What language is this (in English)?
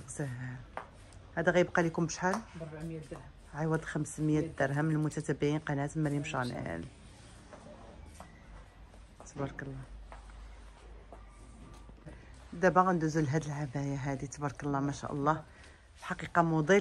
Moroccan Arabic